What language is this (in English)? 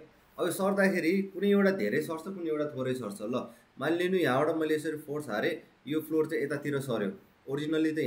Nepali